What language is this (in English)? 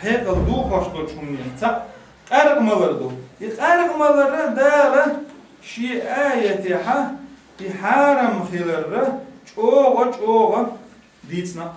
Chechen